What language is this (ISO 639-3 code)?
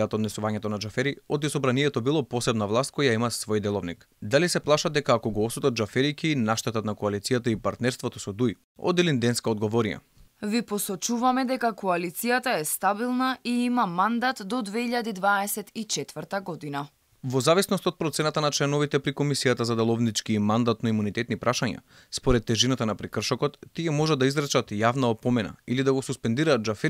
mkd